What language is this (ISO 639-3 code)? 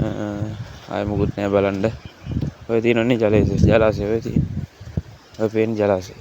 sin